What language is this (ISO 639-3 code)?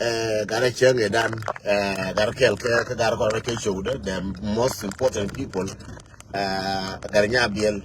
nus